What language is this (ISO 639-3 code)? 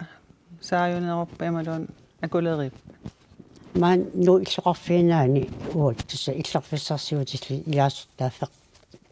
kal